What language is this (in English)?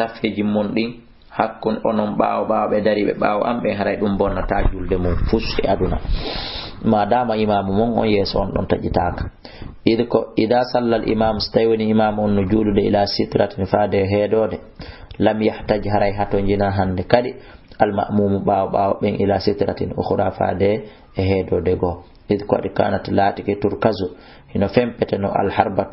Fula